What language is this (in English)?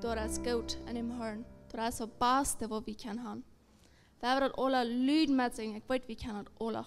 Plautdietsch